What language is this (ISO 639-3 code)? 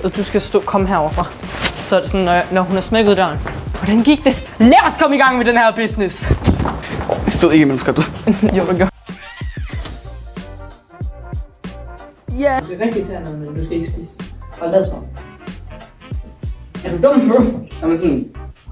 dan